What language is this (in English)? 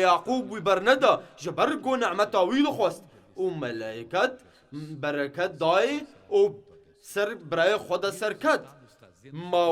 Kurdish